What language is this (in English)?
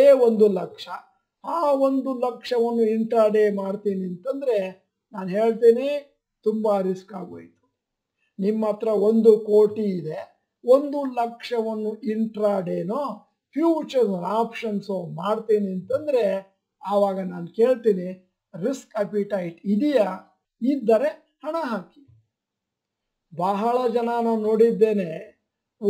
Kannada